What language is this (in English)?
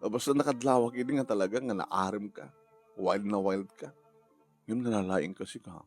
Iloko